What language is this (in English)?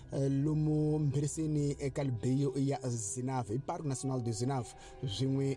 Tsonga